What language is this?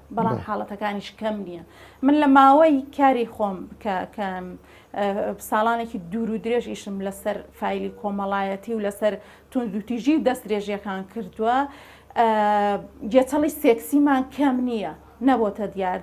Central Kurdish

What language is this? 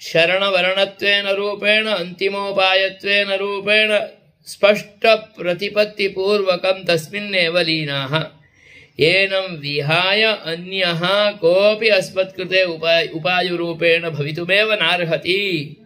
Sanskrit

